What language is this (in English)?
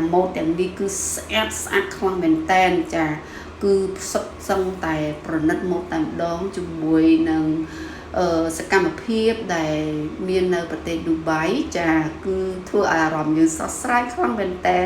Khmer